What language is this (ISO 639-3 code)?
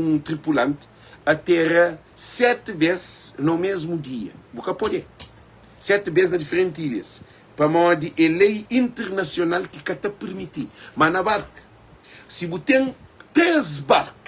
kea